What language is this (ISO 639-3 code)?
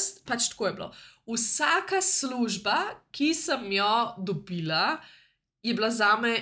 slv